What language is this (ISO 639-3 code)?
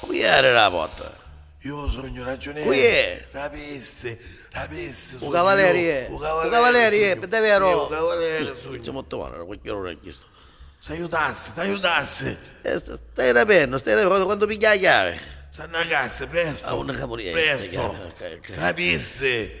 nap